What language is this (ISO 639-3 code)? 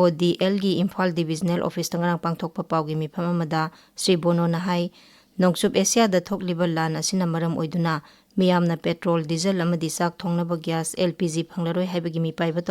mni